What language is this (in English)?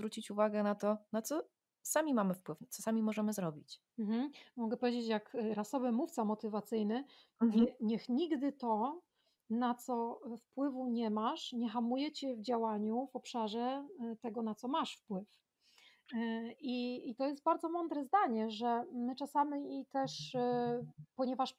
Polish